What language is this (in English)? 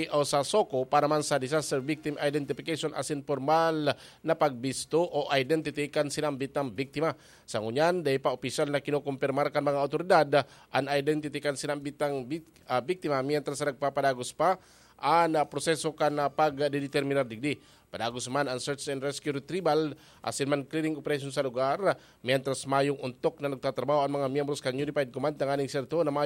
Bikol